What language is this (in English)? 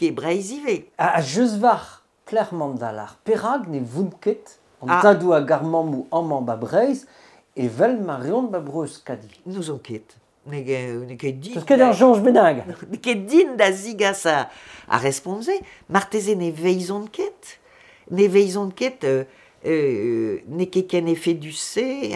Breton